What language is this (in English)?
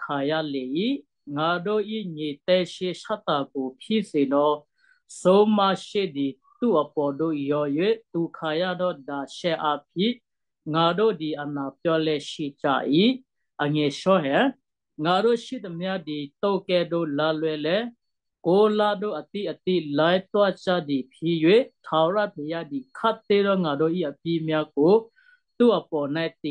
Western Kayah